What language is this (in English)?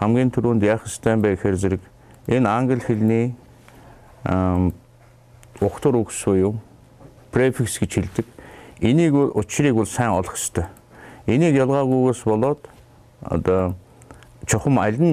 Mongolian